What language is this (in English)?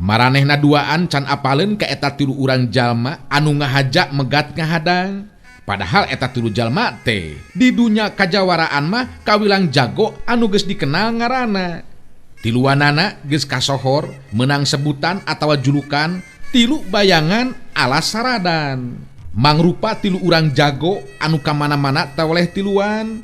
Sundanese